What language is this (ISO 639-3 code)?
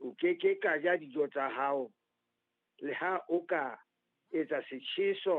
sot